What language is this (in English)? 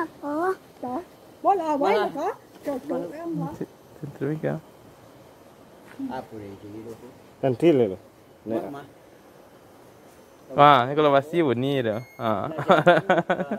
Malay